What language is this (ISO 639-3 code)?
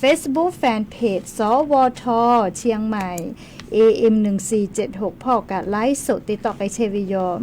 lhu